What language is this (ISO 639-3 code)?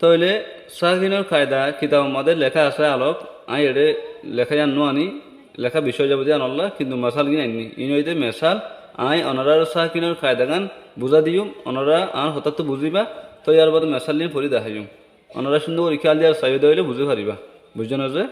rhg